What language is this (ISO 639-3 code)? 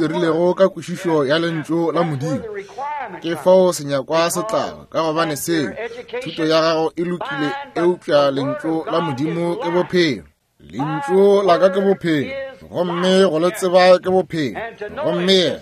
nso